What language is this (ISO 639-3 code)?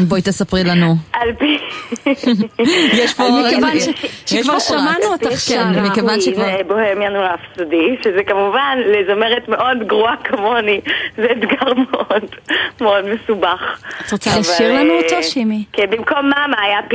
heb